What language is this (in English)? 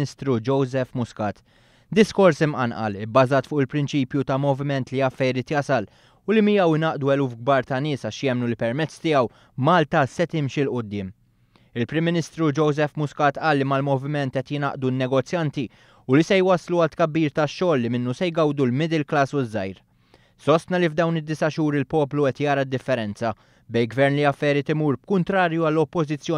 Maltese